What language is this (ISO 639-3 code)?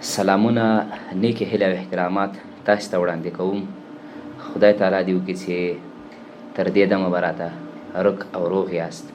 pus